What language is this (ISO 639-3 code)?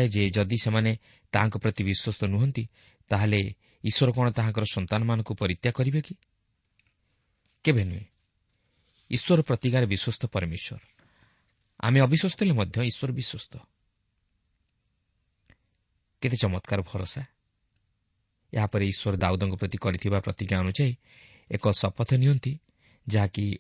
ori